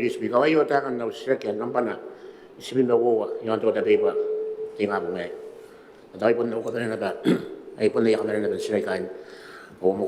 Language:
Gilbertese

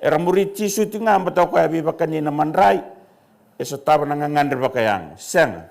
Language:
Fijian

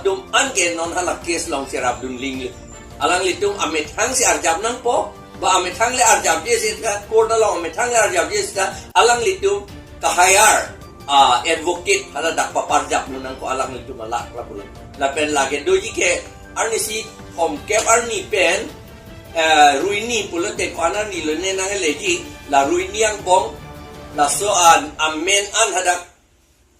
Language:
Karbi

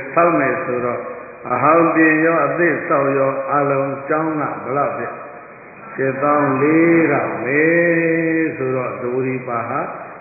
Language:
Burmese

